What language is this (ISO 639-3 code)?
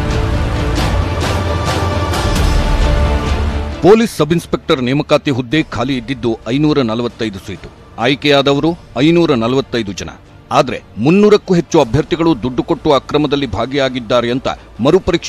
kan